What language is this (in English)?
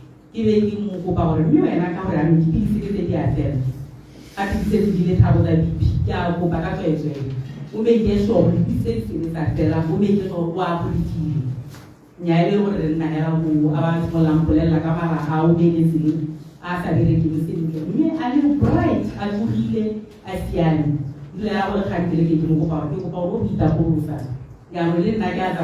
Tswana